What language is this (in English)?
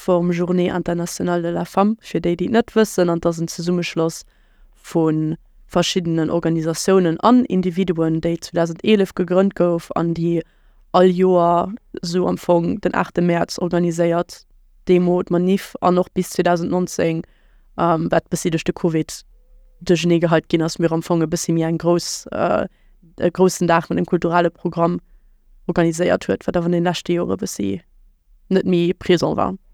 Luxembourgish